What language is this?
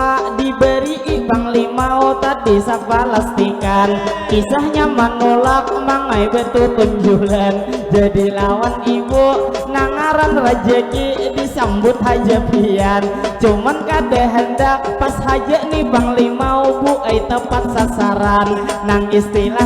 Banjar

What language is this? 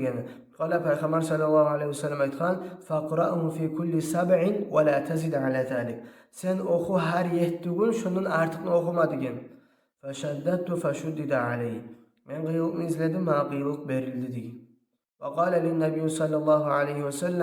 Kumyk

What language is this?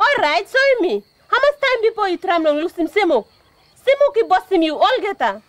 Tok Pisin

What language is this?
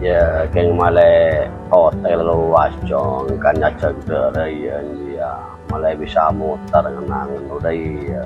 Madurese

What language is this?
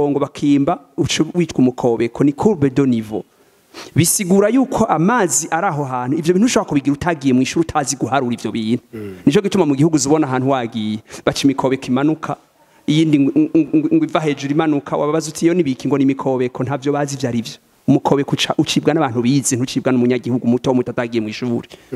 Rundi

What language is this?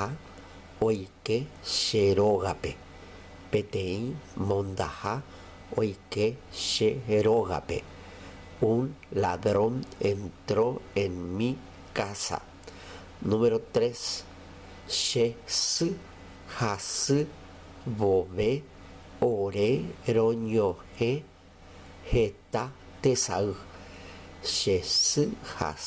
Guarani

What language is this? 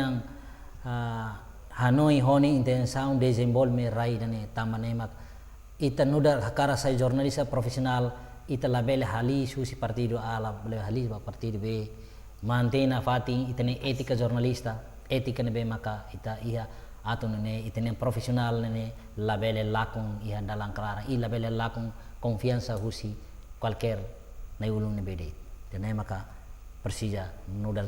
Tetum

